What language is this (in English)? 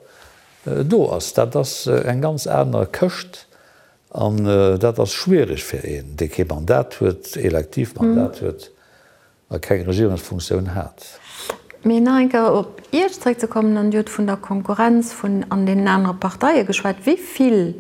Luxembourgish